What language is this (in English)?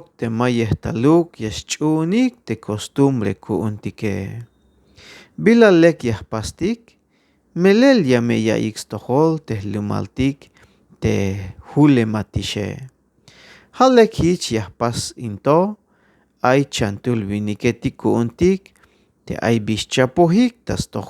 Tzeltal